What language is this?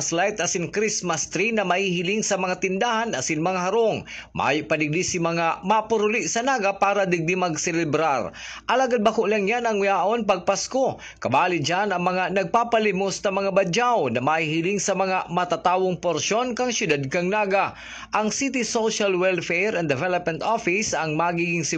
Bikol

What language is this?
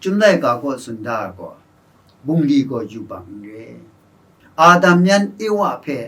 Kachin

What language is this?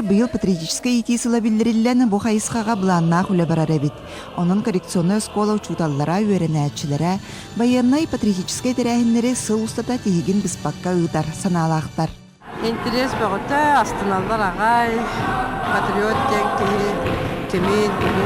Yakut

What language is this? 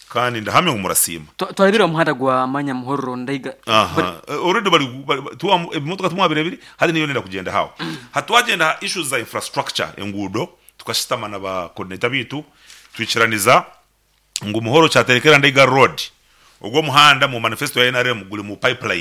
Nyankole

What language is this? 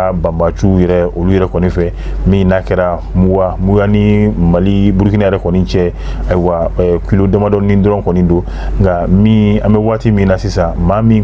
Bambara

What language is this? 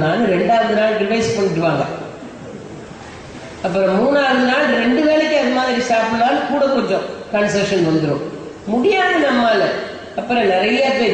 Tamil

